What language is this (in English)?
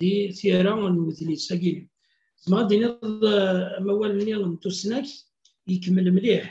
Kabyle